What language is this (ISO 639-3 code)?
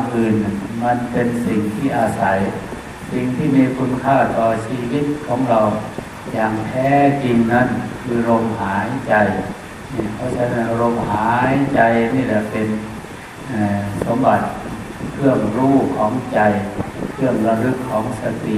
tha